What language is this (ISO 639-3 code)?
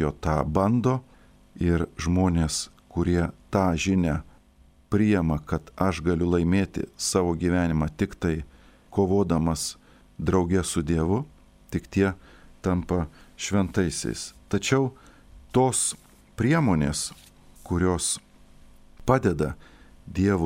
lit